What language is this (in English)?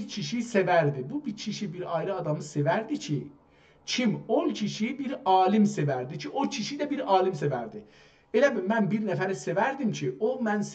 South Azerbaijani